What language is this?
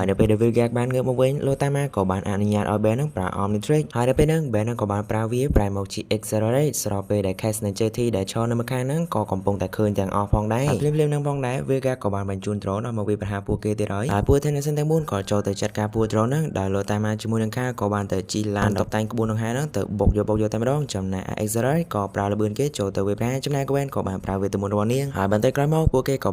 Khmer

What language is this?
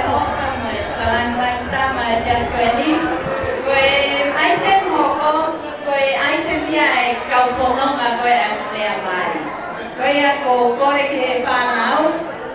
Tongan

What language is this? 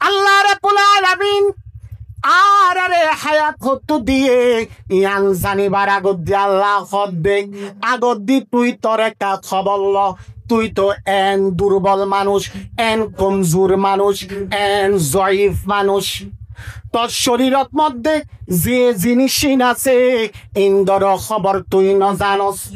Rohingya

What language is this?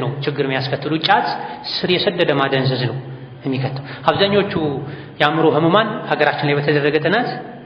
Amharic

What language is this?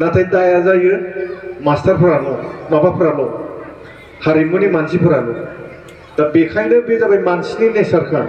Bodo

